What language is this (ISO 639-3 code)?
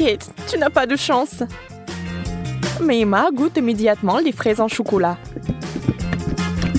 fra